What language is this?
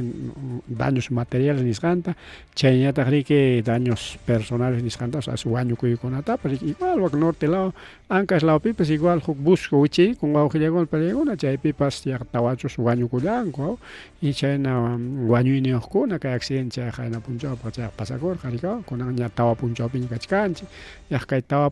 Ayacucho Quechua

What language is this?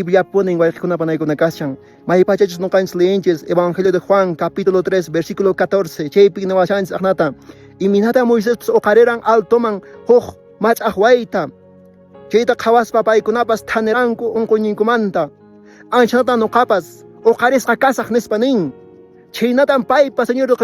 Quechua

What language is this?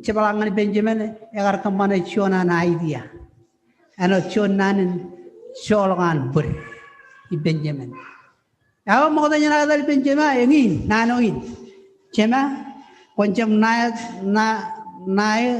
Marshallese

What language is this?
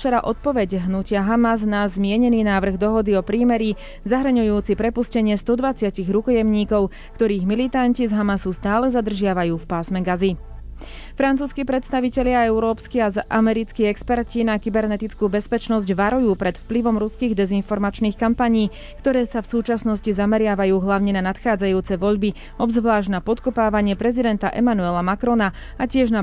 Slovak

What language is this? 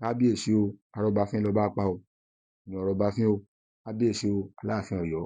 Yoruba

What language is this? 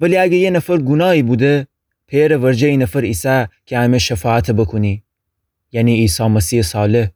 Gilaki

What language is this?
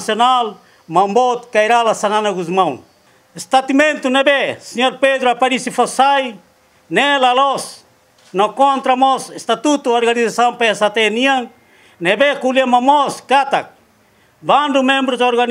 Tetum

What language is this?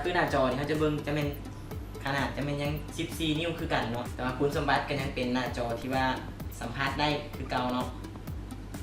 Lao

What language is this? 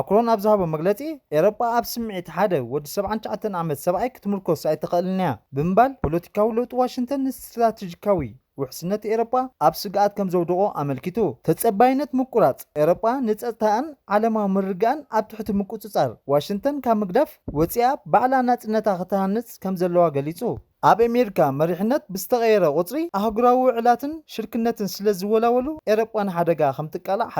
Tigrinya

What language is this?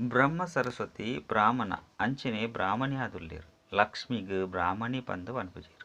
Tulu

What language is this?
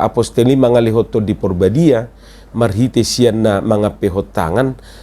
Batak Toba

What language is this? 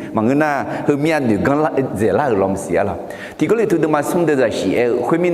Akha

